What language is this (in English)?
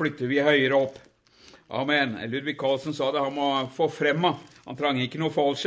Norwegian